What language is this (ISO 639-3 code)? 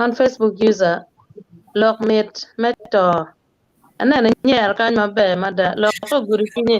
ach